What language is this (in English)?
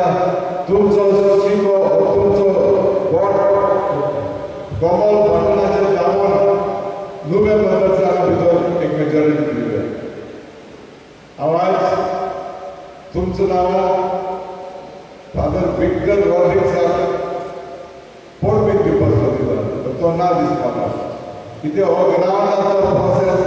Konkani